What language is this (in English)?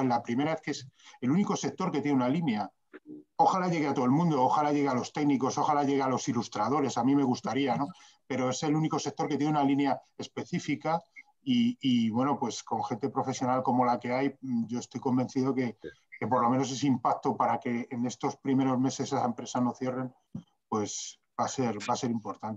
Spanish